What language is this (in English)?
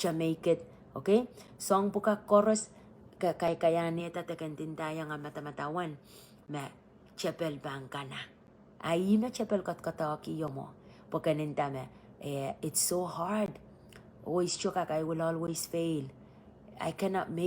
Pohnpeian